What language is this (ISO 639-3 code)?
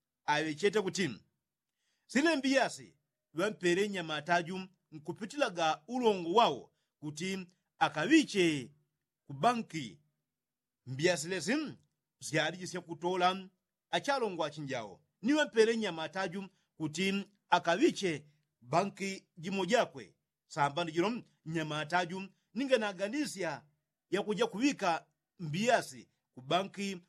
yao